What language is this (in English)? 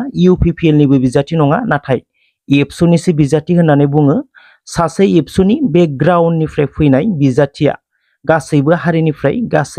Bodo